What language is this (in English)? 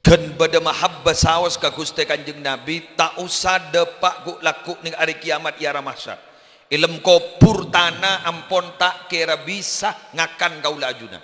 Madurese